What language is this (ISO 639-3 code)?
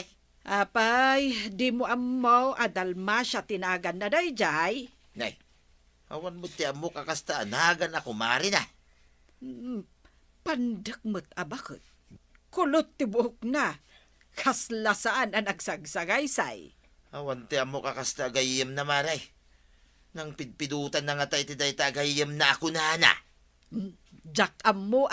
ilo